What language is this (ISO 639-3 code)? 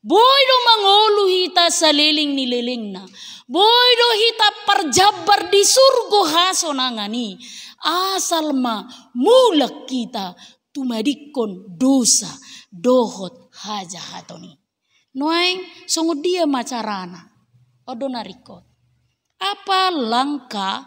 bbc